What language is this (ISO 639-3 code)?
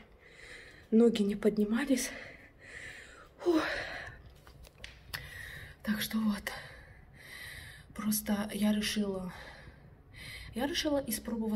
rus